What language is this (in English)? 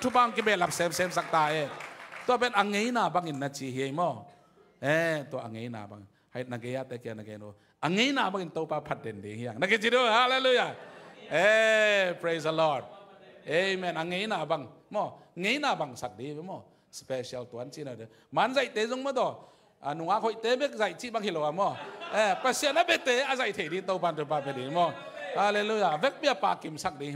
Tedim Chin